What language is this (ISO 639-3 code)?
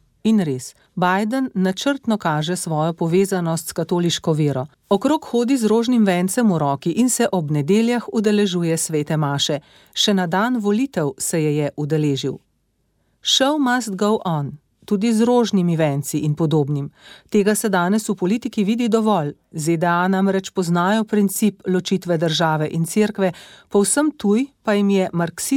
slv